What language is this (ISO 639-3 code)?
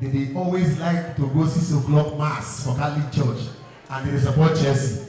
pcm